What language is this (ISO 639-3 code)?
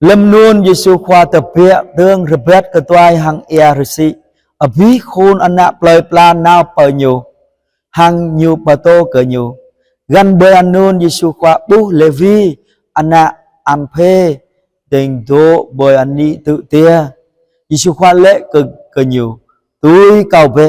jra